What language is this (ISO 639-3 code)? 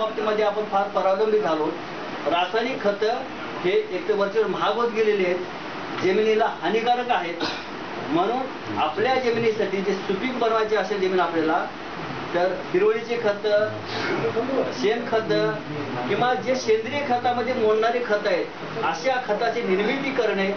mar